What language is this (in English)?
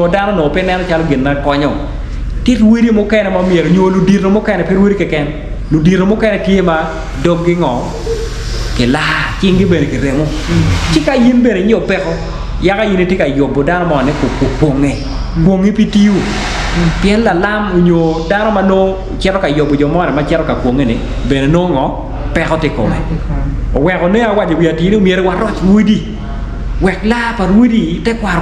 Acoli